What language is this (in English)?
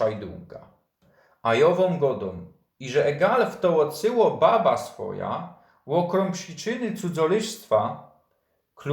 Silesian